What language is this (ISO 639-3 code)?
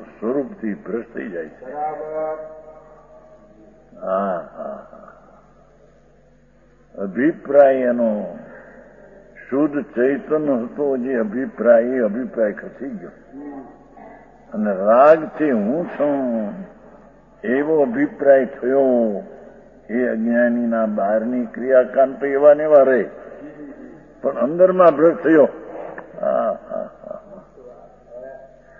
guj